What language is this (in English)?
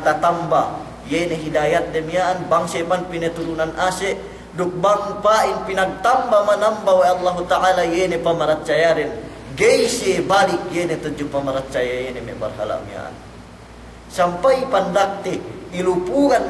Yakan